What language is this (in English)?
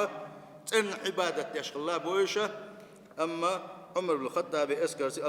Chechen